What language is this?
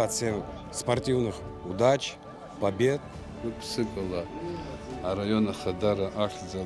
Abkhazian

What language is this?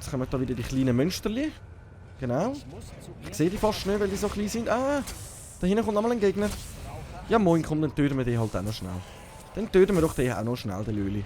Swiss German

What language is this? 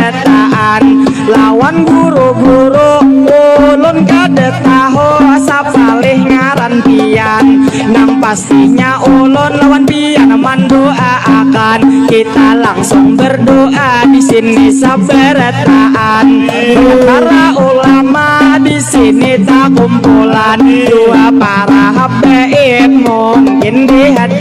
Banjar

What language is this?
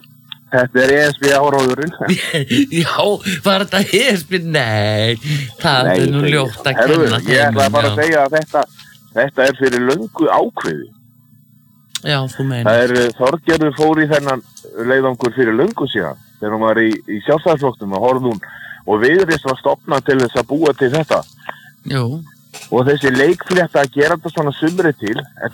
Icelandic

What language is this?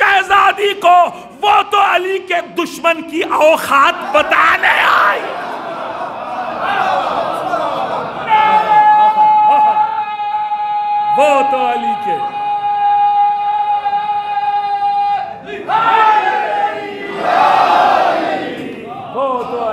Urdu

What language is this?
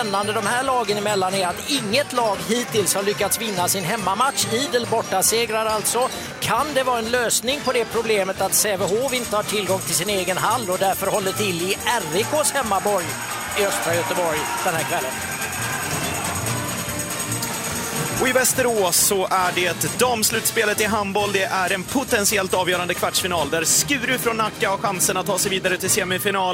Swedish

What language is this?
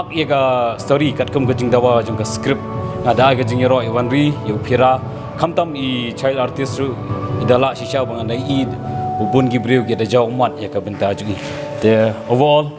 Khasi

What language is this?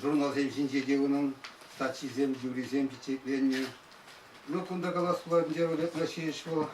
Chuvash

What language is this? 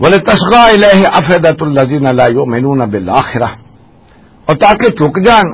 Western Panjabi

